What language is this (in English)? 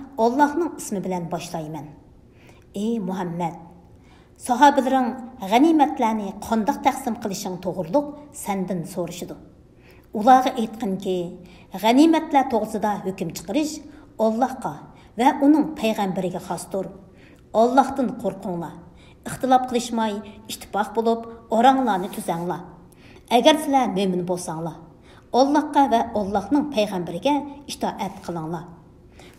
Uyghur